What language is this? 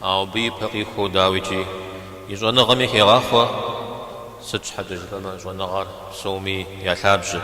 Kabardian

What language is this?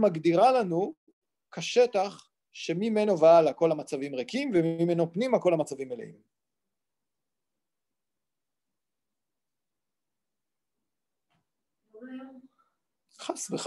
Hebrew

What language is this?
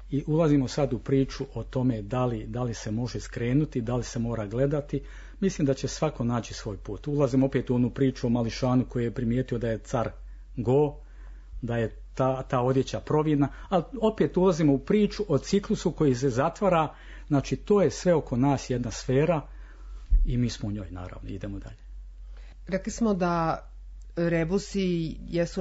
Serbian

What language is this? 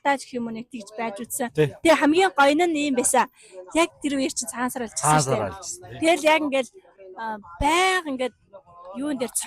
Mongolian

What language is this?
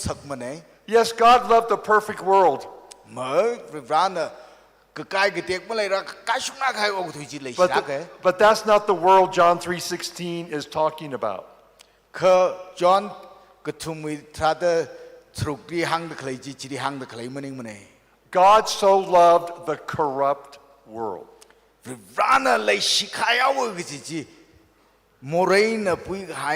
Tangkhul Naga (India)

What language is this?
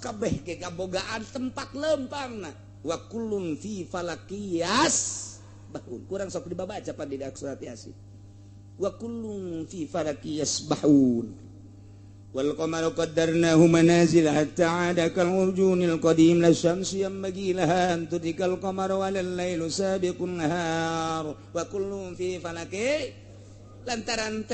Sundanese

